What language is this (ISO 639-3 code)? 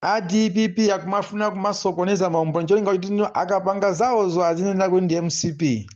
nya